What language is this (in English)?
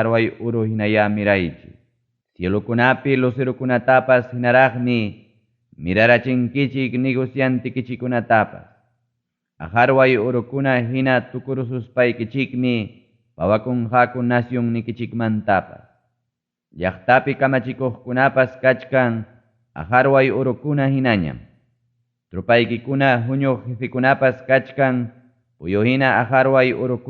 Ayacucho Quechua